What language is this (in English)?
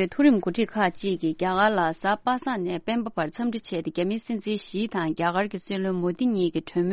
Tibetan